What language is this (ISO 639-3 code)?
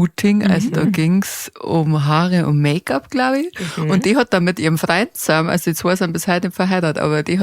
bar